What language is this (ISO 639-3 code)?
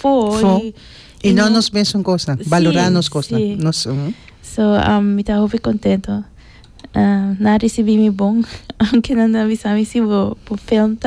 pap